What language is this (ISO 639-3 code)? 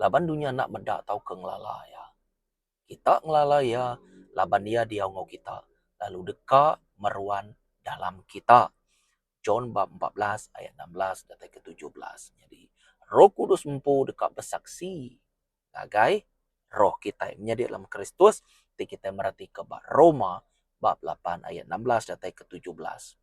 iba